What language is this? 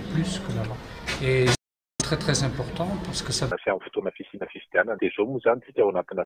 Malagasy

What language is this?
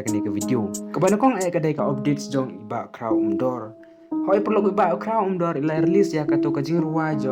Khasi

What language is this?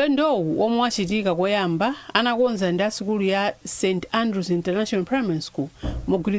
Nyanja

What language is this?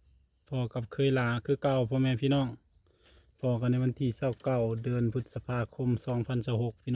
Northeastern Thai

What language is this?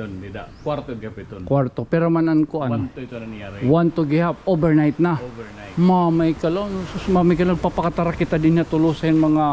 Waray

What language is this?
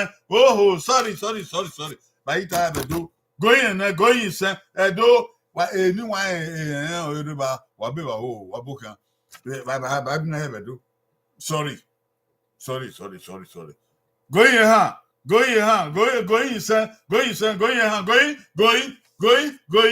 Bini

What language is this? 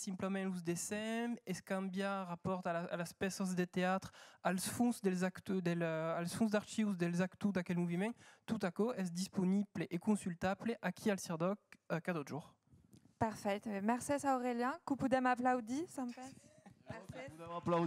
Occitan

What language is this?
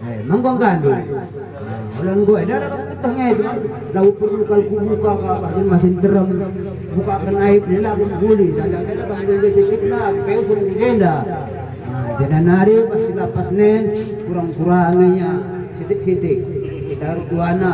Batak Karo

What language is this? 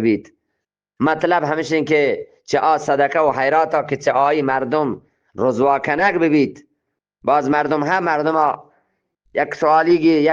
Eastern Balochi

